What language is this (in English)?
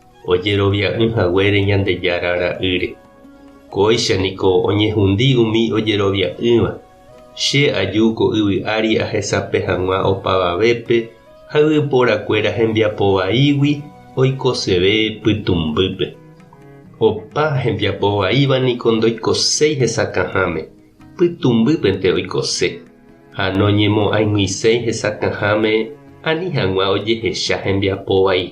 Guarani